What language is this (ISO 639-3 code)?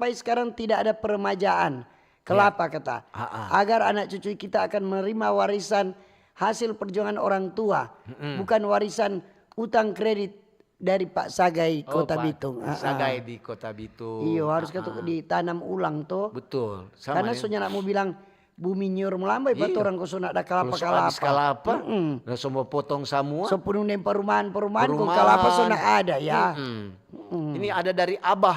xmm